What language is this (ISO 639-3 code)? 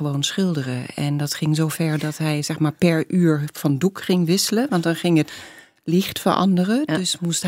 nld